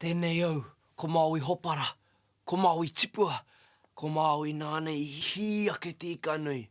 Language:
Māori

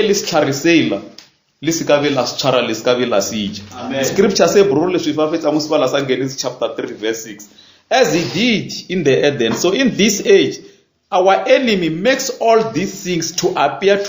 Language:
Northern Sotho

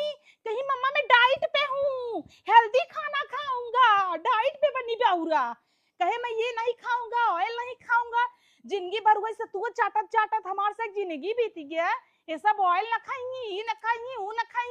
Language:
Awadhi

